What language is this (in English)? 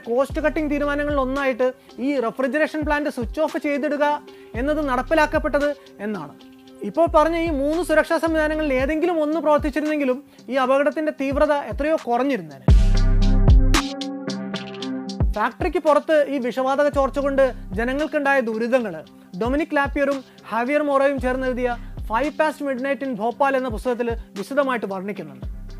Malayalam